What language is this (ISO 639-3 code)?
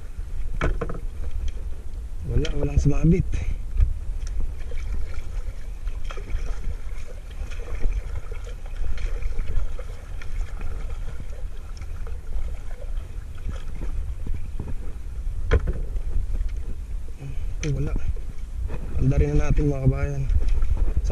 fil